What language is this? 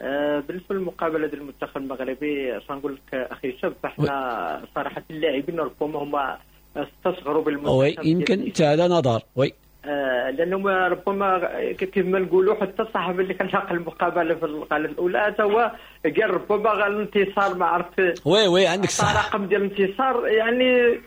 Moroccan Arabic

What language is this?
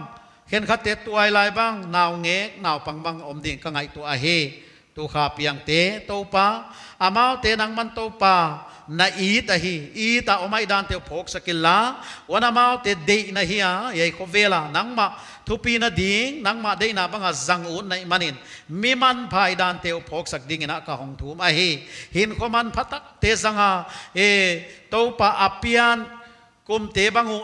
Paite Chin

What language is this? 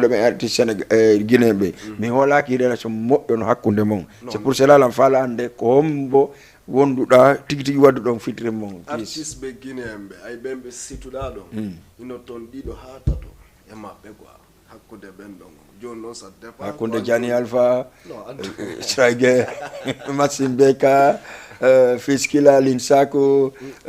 Fula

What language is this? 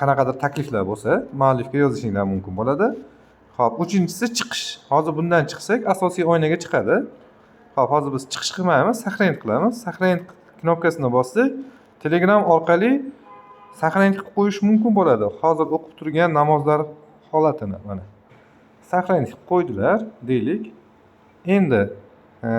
Uzbek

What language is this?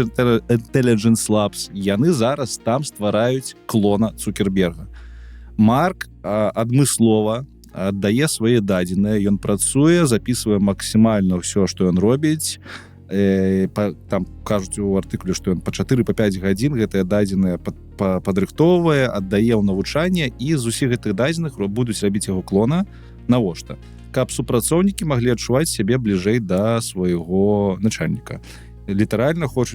Belarusian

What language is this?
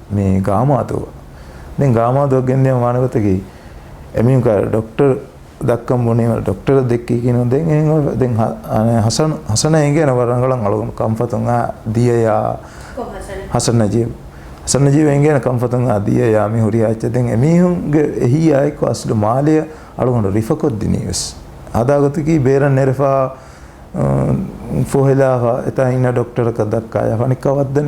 Divehi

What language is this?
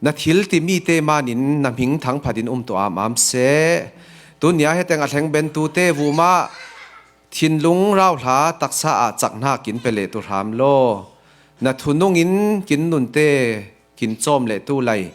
Falam Chin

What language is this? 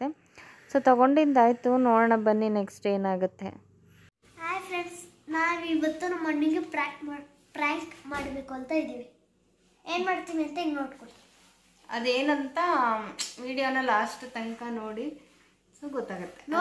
Kannada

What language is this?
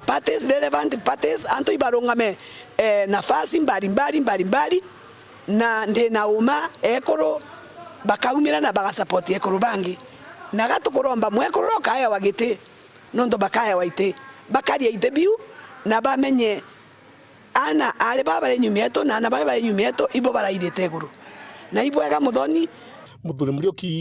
Meru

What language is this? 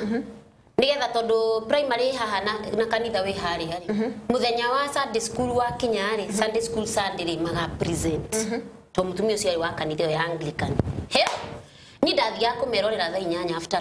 Kikuyu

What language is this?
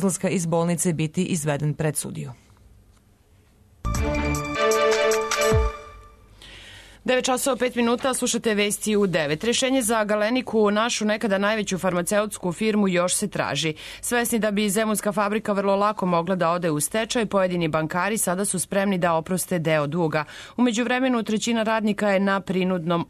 Serbian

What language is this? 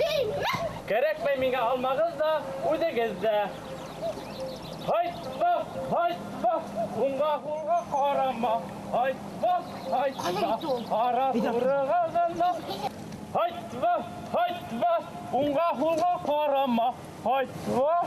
Bashkir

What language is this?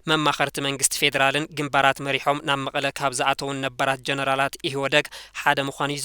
Tigrinya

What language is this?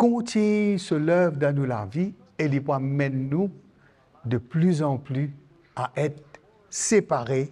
Morisyen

